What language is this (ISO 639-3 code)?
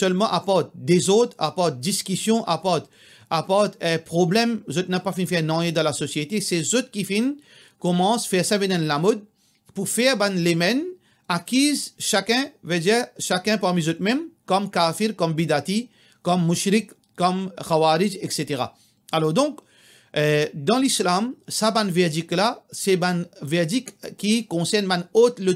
mfe